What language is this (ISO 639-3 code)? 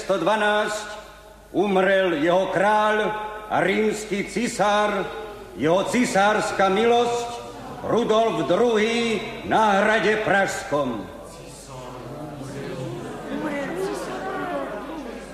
slk